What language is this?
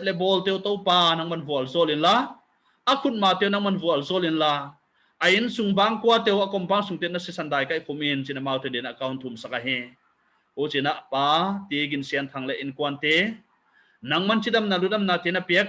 Paite Chin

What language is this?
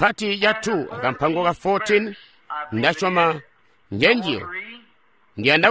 Tonga (Zambia)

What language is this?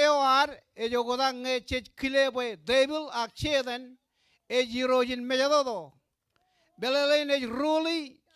Marshallese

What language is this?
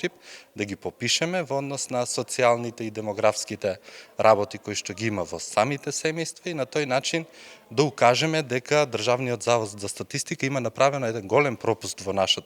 Macedonian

